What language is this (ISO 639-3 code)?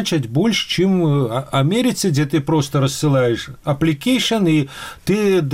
bel